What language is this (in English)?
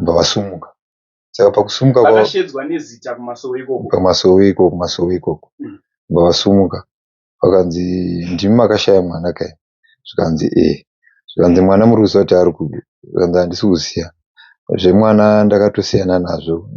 Shona